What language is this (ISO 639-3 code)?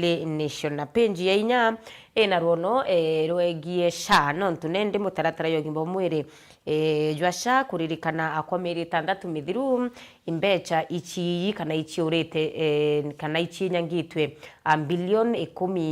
mer